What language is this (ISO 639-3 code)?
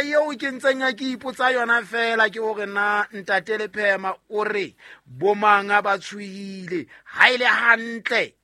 sot